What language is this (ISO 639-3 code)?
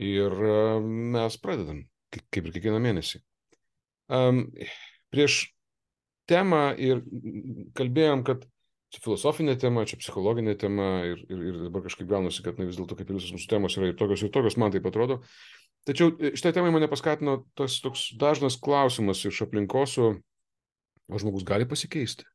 lit